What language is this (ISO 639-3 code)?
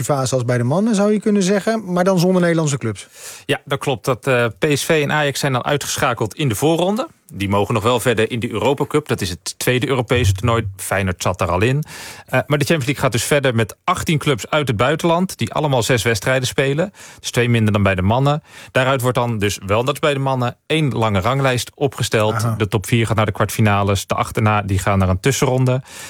nld